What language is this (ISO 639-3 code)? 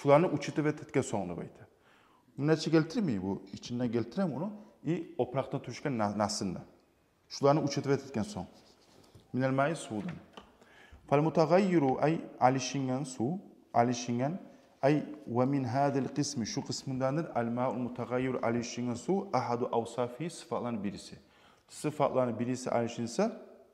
kum